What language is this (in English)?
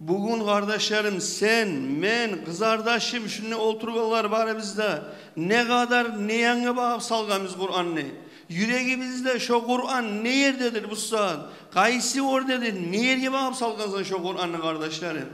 Kumyk